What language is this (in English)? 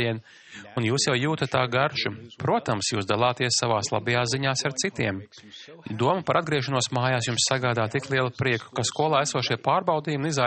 Latvian